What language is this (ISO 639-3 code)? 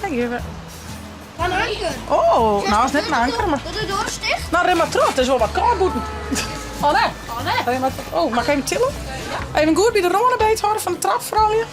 fry